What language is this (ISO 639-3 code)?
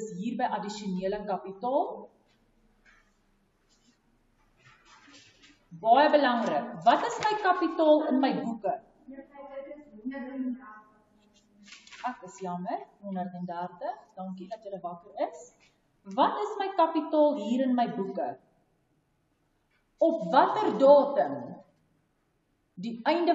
afr